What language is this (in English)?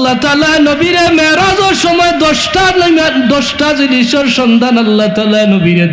Sylheti